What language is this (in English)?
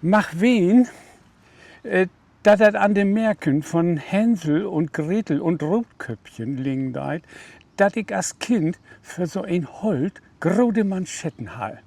Low German